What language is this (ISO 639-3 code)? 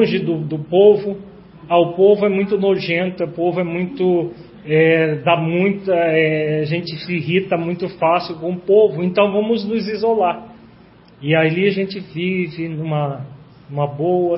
por